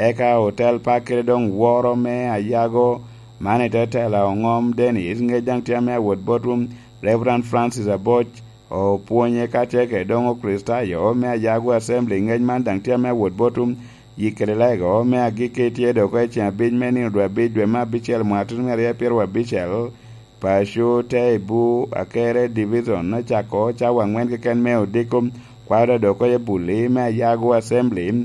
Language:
Lango (Uganda)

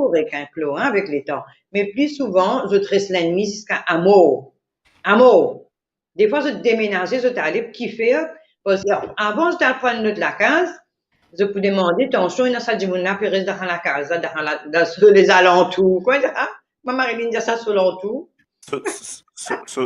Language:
Morisyen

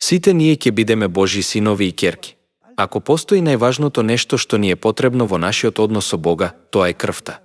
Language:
Macedonian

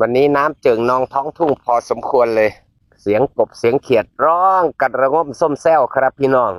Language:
Northeastern Thai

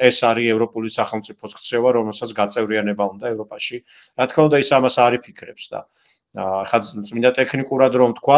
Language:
Georgian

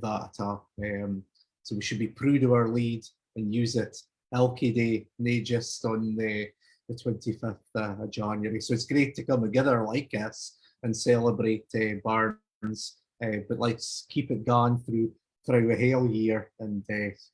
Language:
Scots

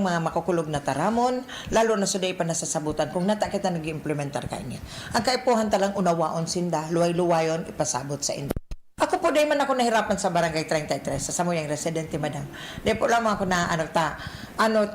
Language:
Bikol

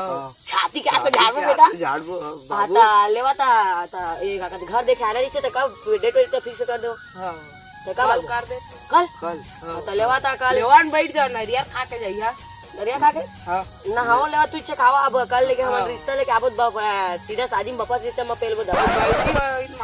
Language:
Chhattisgarhi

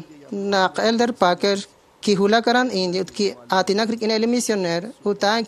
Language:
Kekchí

